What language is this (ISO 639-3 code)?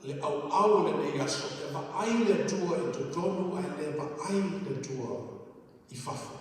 smo